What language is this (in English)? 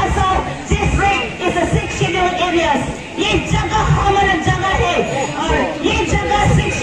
Karbi